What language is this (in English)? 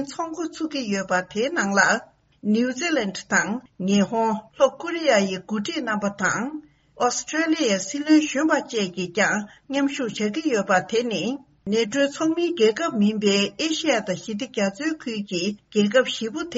Tibetan